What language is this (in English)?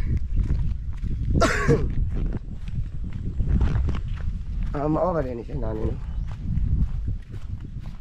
Cebuano